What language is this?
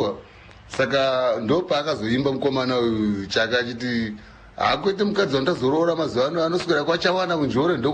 Shona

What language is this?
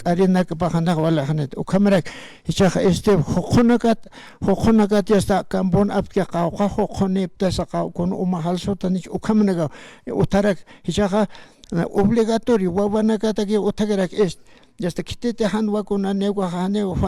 Aymara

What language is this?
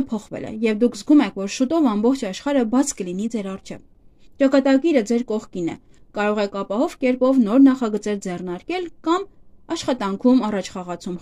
Armenian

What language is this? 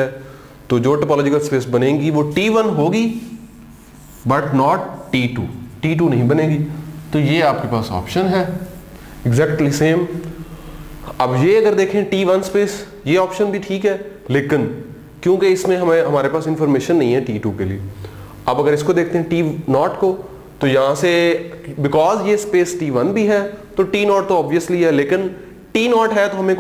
Hindi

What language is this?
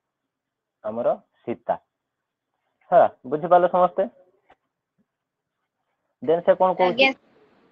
Odia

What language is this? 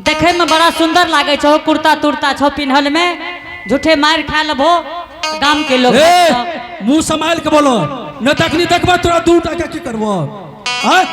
Angika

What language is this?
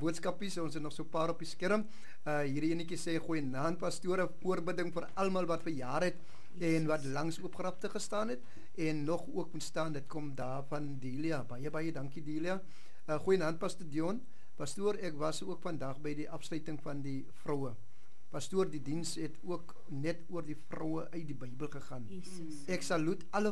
Afrikaans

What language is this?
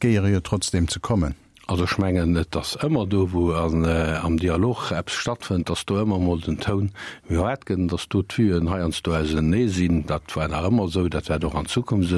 Luxembourgish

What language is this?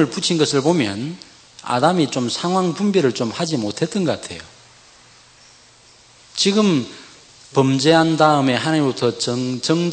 Korean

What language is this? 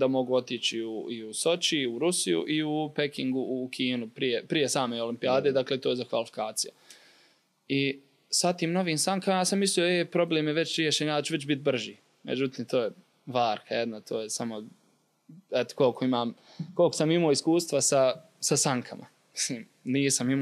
Croatian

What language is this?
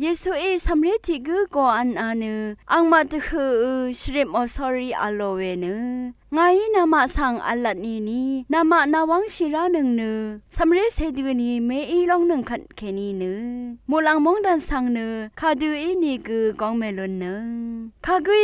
Rawang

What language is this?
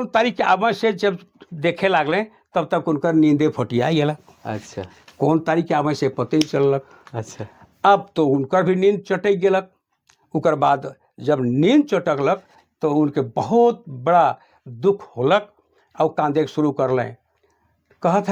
Sadri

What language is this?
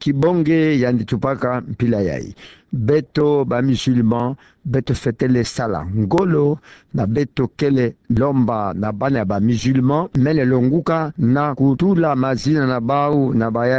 Kituba (Democratic Republic of Congo)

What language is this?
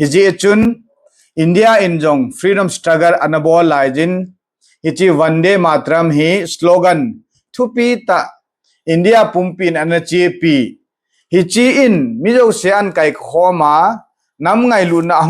Thado Chin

